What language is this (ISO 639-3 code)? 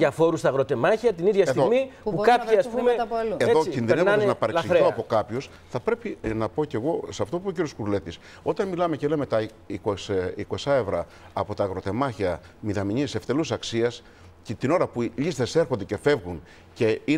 ell